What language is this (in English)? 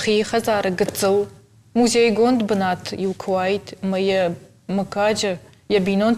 Ossetic